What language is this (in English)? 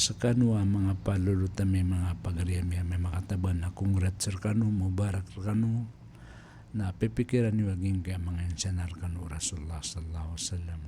Maranao